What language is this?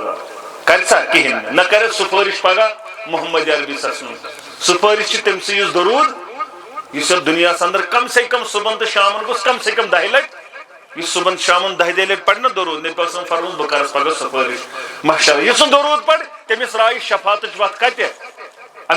Kashmiri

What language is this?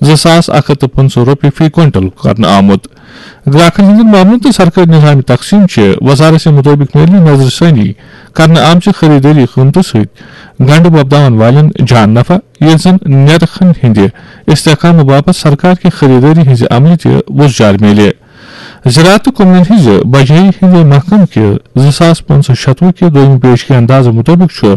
Kashmiri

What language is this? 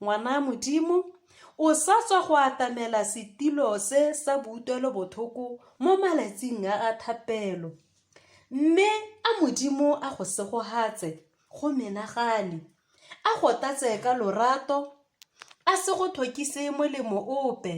Tswana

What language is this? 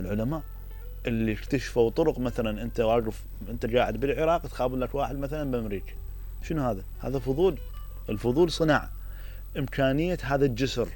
Mesopotamian Arabic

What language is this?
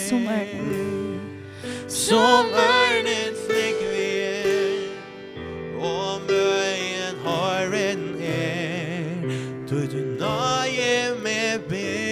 Faroese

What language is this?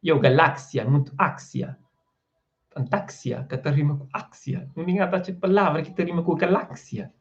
Kabuverdianu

